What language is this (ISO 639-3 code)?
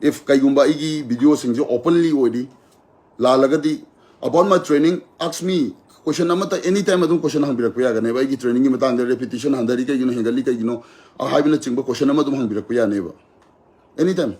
mni